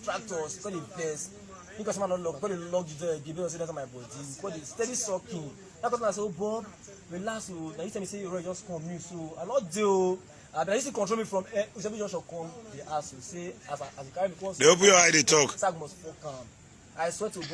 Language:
Nigerian Pidgin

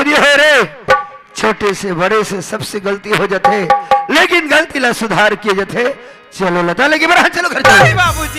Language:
Chhattisgarhi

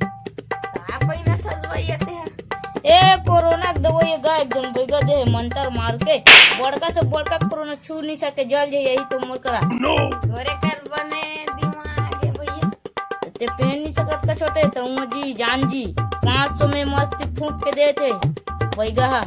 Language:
Chhattisgarhi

